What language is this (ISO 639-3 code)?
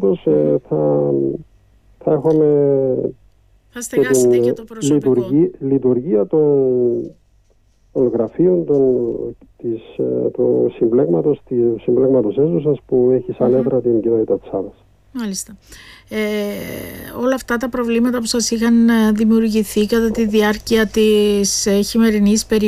ell